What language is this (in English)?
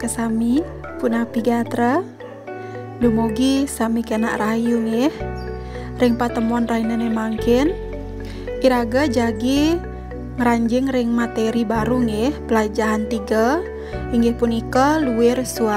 Balinese